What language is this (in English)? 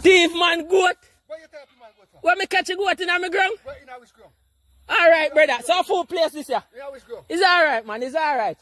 Jamaican Creole English